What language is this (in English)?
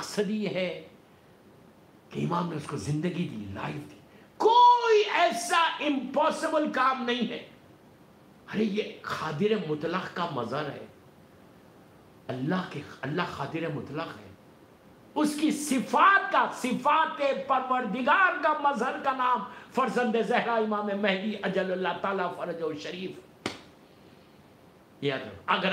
Urdu